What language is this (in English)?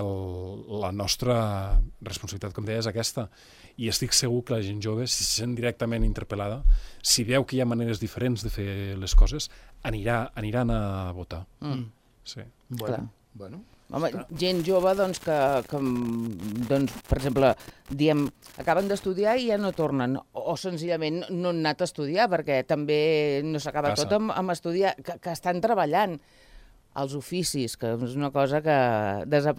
Catalan